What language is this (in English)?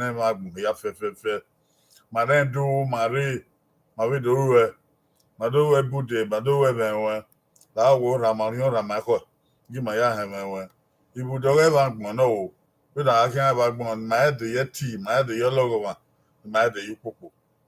Bini